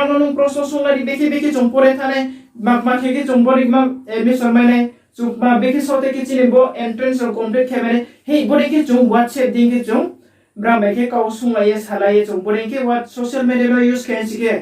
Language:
Riang (India)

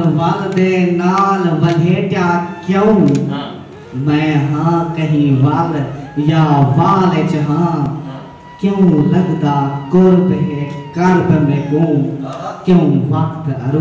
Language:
Saraiki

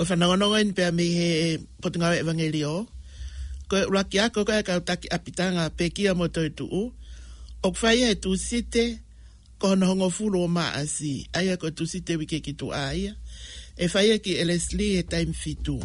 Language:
Tongan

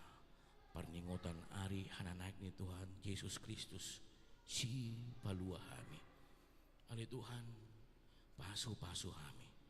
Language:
Batak Toba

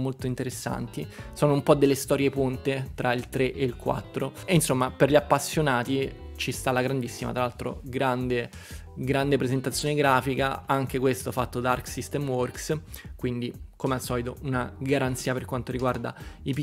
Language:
Italian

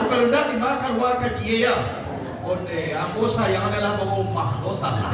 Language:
Minangkabau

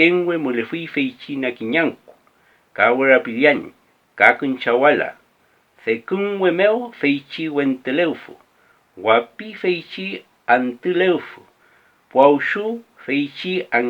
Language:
Mapuche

